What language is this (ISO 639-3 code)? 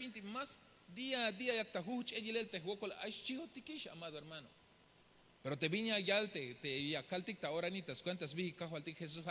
tzh